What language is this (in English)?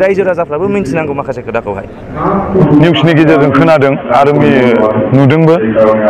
Bodo